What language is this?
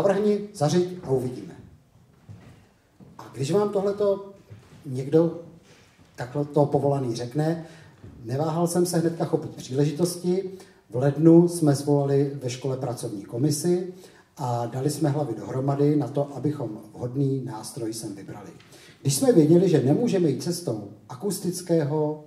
Czech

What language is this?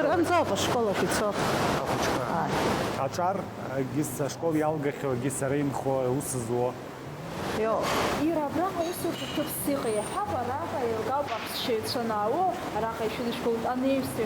Abkhazian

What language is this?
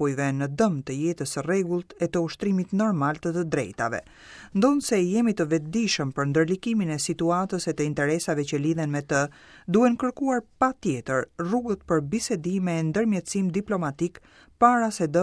Albanian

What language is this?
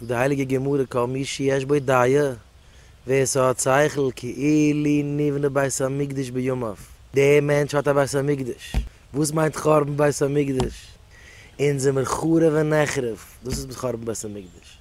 Yiddish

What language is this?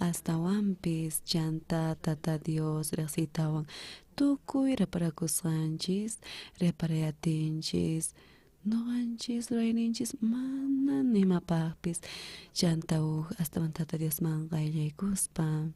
South Bolivian Quechua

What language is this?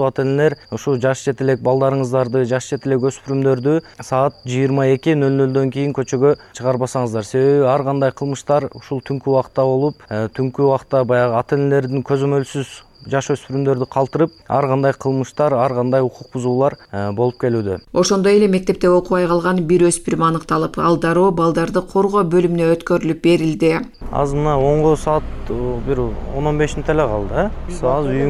Kyrgyz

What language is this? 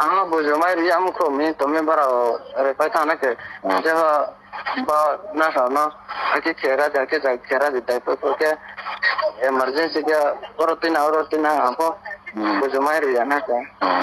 Riang (India)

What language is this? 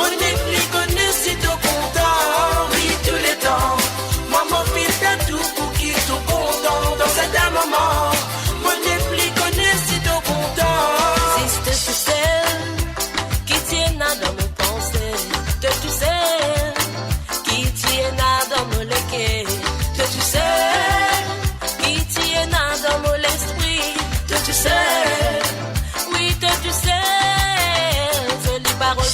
Morisyen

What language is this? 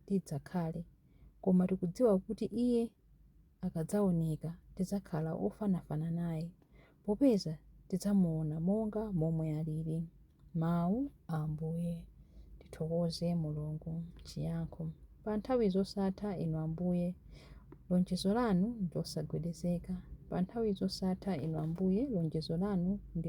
Nyanja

